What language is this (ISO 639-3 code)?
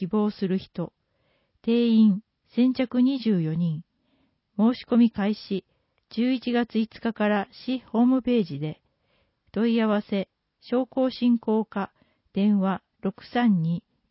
jpn